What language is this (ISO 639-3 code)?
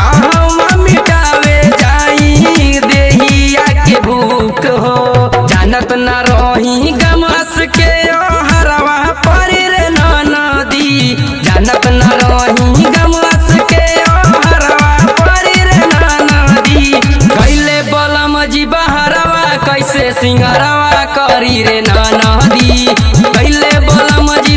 bho